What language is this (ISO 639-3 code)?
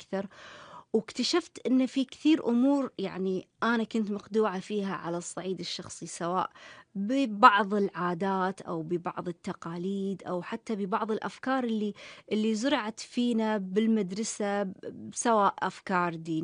afb